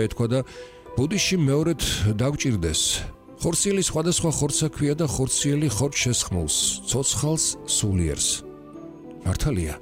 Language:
Georgian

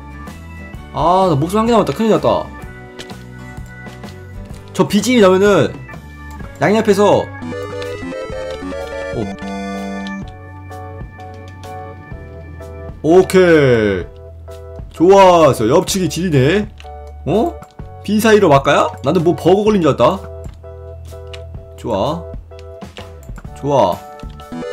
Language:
Korean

